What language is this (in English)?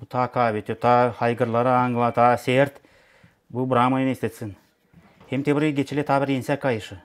Gagauz